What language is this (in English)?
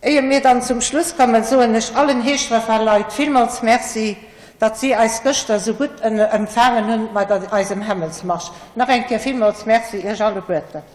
Luxembourgish